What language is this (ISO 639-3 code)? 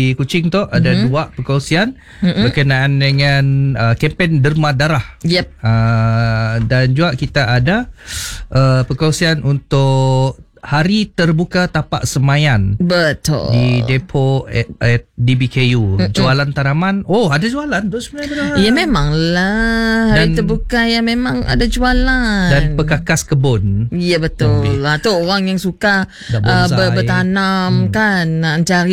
msa